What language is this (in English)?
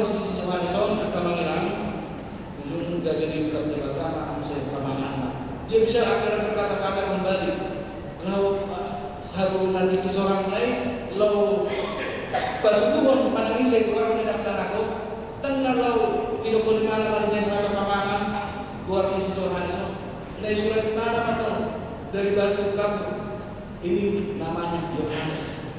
Batak Toba